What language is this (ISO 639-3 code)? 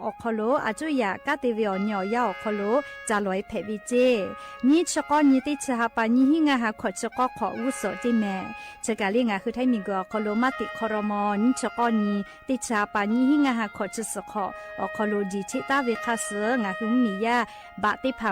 lhu